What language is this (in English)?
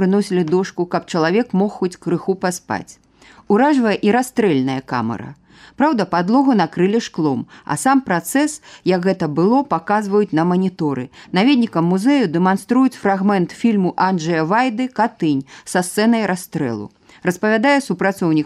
Belarusian